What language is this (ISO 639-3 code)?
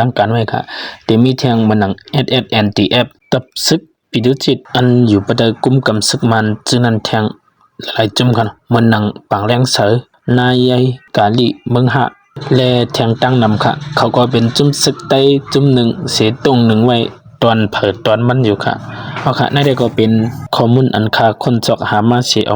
shn